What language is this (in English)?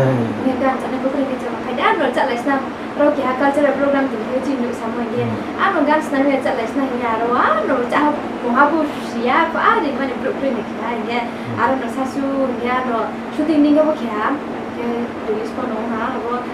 Riang (India)